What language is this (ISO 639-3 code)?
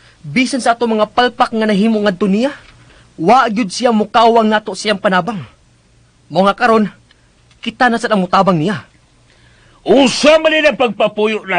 ceb